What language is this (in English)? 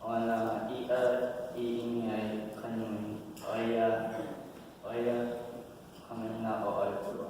Hawaiian